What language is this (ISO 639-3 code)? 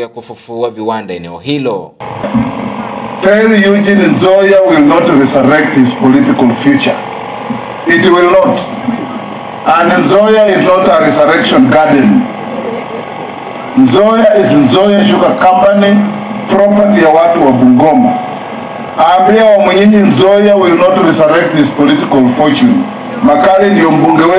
swa